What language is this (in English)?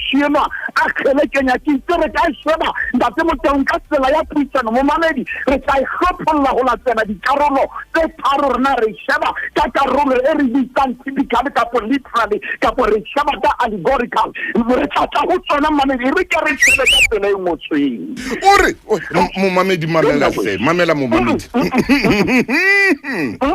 Southern Sotho